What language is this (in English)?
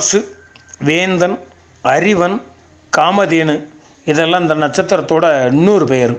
Tamil